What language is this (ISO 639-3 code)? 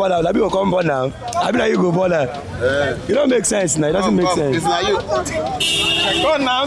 pcm